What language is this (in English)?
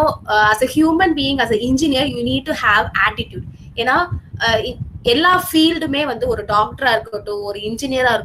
Tamil